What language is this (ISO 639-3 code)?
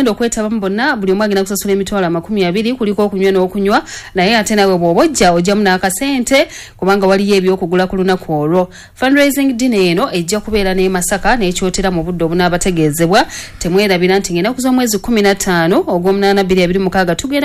lug